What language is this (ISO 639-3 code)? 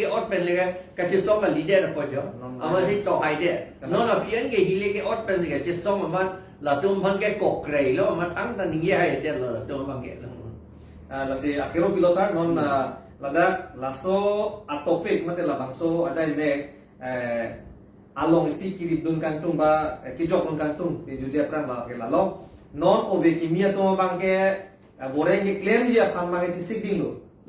mjw